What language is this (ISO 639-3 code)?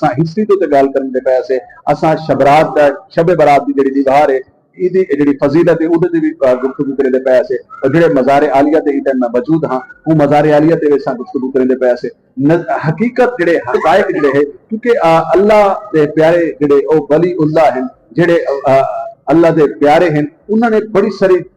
skr